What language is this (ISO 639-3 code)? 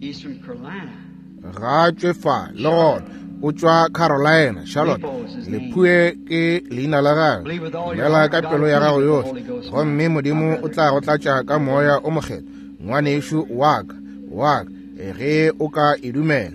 nso